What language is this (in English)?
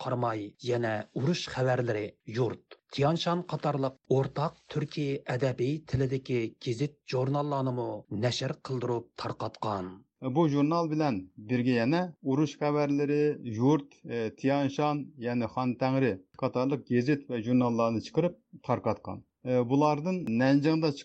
Uyghur